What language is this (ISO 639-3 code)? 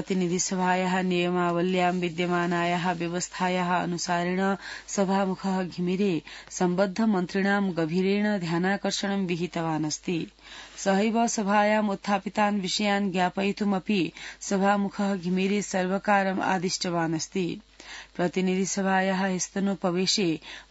san